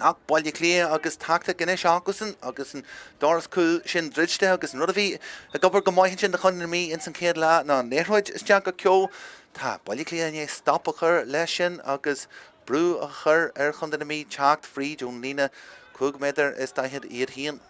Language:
Irish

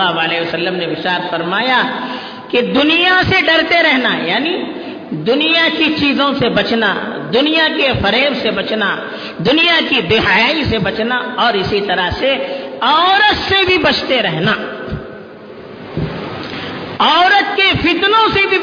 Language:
Urdu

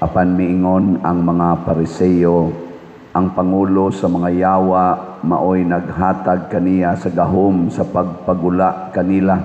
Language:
Cebuano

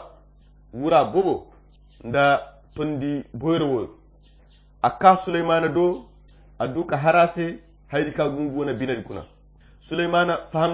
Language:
Koyra Chiini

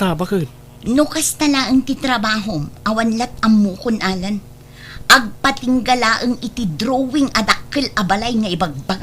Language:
Iloko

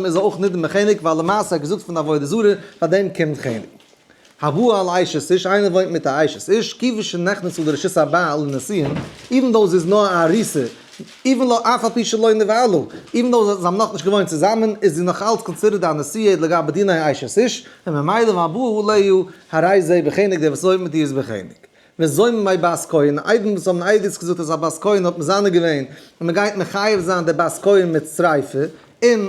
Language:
Yiddish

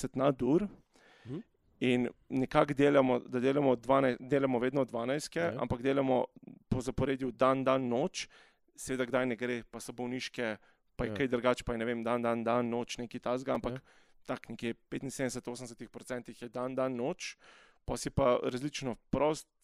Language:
Slovenian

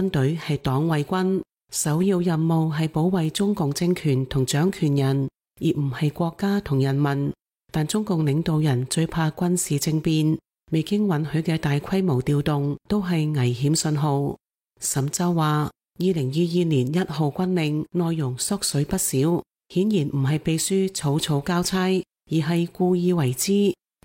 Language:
Cantonese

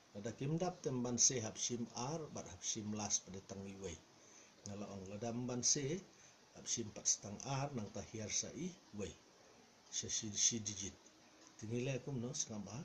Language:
Khasi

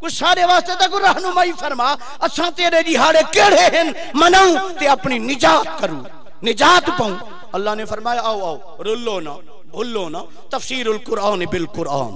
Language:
Saraiki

